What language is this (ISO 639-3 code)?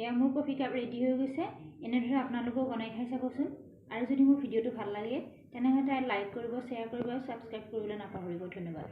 asm